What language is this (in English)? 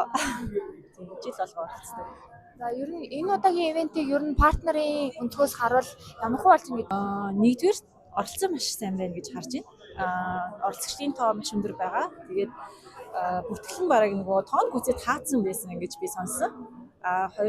Mongolian